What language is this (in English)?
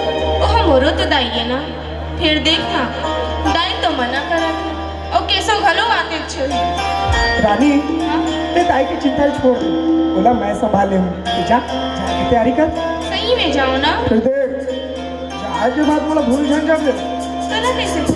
Chhattisgarhi